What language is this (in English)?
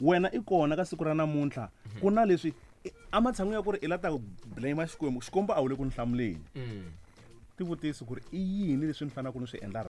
Tsonga